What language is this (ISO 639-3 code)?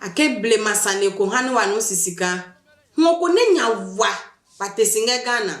ada